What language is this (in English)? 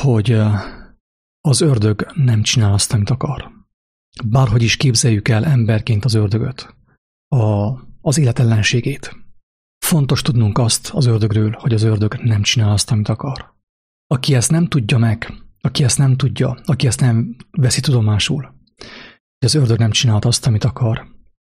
Hungarian